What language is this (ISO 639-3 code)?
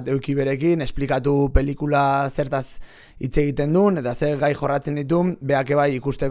eus